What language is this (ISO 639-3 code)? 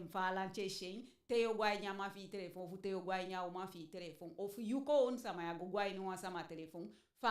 djk